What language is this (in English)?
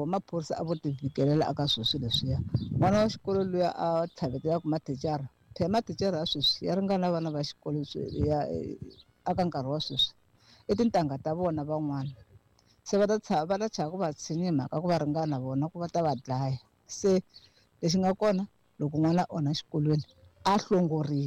Tsonga